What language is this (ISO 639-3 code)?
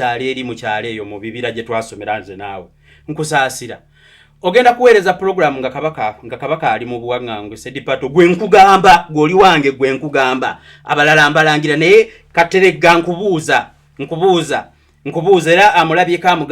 lug